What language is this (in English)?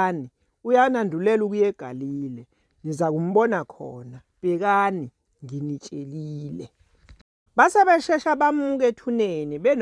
Zulu